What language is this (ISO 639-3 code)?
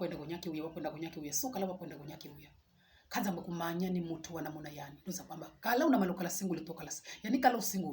swa